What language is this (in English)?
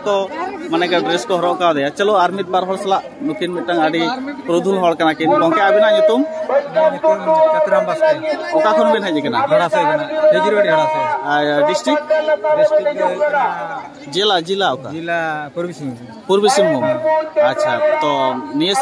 Santali